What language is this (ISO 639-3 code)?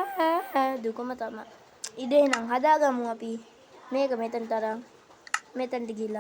sin